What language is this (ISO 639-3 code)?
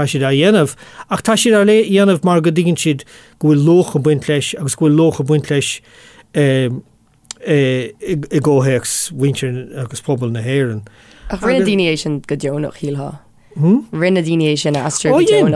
gle